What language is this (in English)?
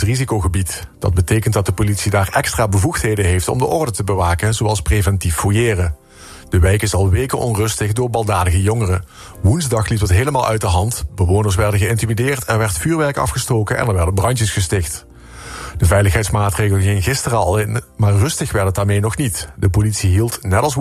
Dutch